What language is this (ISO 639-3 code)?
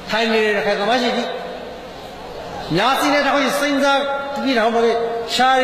mya